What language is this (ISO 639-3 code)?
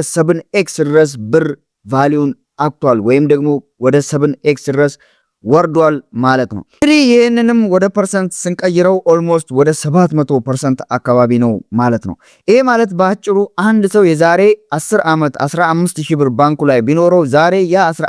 amh